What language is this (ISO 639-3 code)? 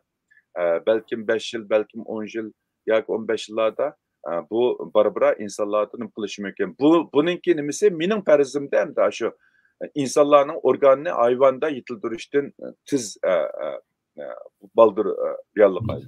uig